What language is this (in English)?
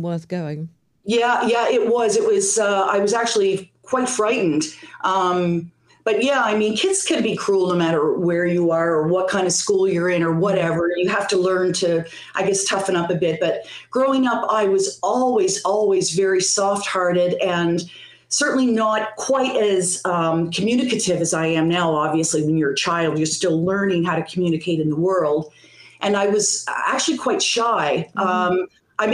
English